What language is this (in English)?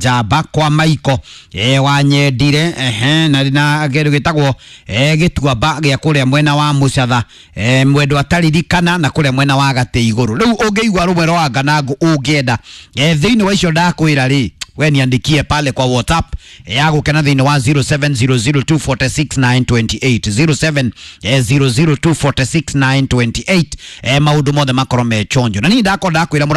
Kikuyu